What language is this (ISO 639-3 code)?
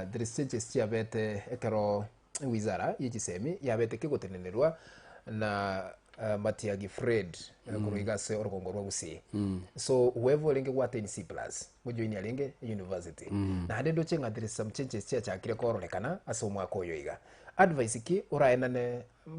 guz